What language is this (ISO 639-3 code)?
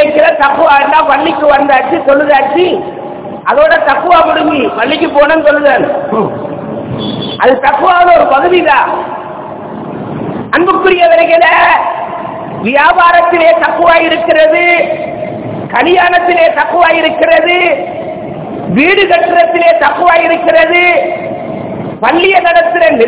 tam